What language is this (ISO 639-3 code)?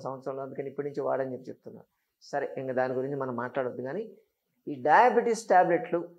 tel